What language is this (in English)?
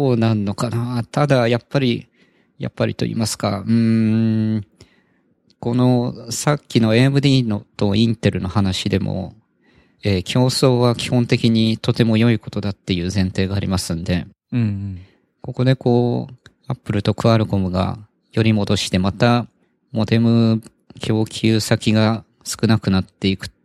Japanese